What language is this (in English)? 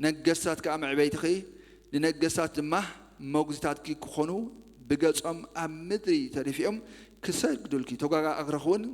Tigrinya